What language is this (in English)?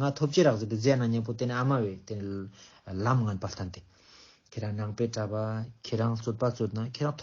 Ladakhi